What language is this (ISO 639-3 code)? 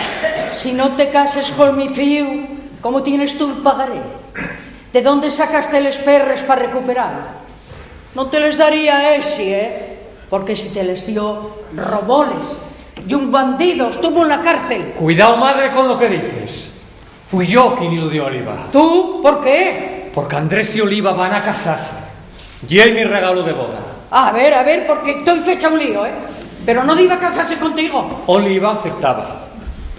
ast